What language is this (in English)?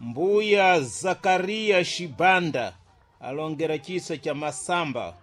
Sena